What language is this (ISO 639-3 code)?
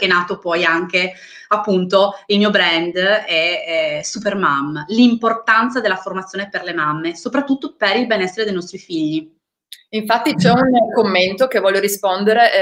ita